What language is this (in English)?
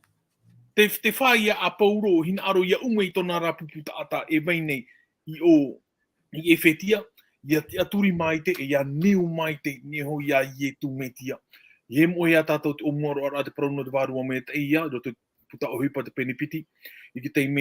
Tahitian